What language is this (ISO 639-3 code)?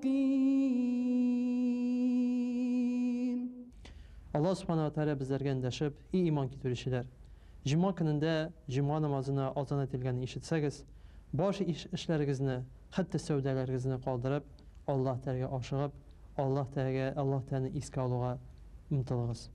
tat